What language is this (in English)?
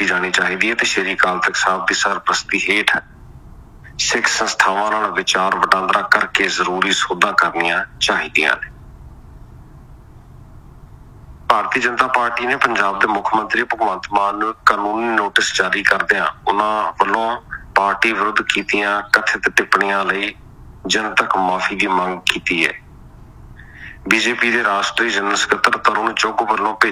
Punjabi